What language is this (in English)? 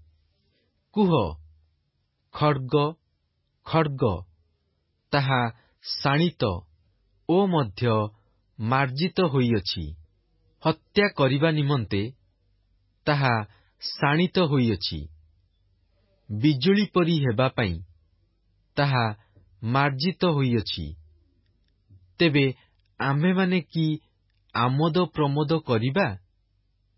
Odia